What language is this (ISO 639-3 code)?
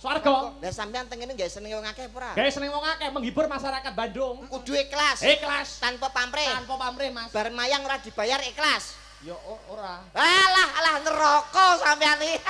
jav